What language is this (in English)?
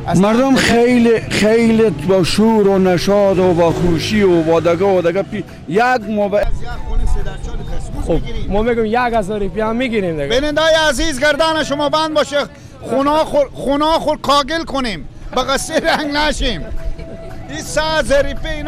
Persian